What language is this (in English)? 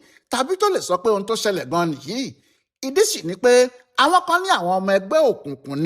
Yoruba